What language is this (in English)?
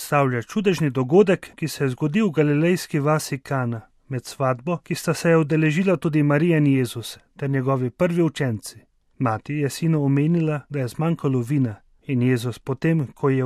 Slovenian